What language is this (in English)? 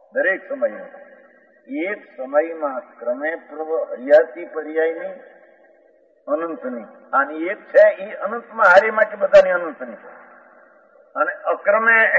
Gujarati